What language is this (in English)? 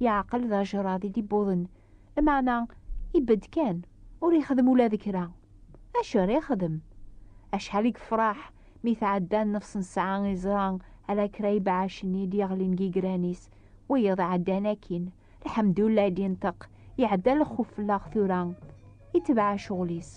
Kabyle